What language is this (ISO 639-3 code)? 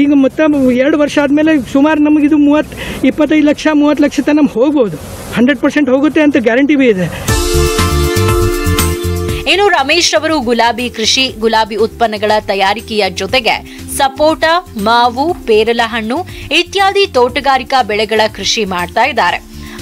kan